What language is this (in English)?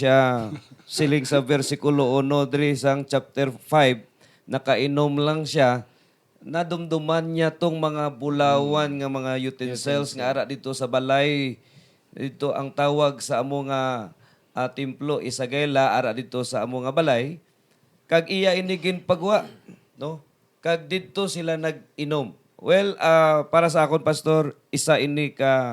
Hiligaynon